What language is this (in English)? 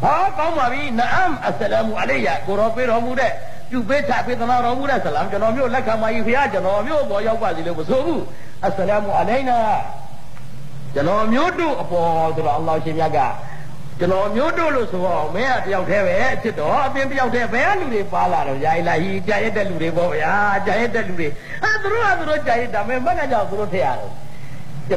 Burmese